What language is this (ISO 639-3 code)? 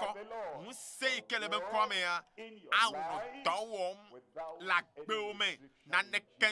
ewe